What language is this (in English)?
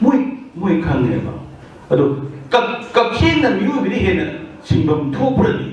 Manipuri